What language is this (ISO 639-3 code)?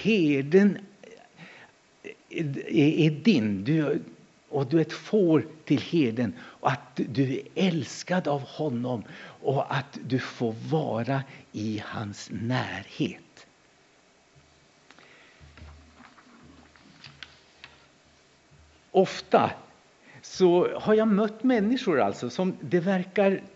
swe